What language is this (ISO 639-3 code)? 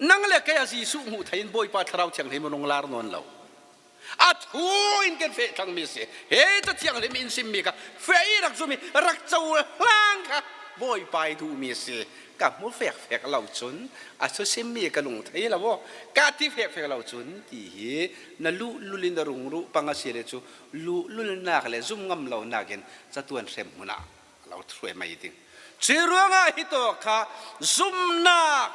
cfm